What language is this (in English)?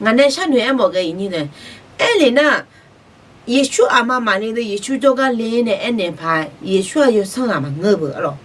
Akha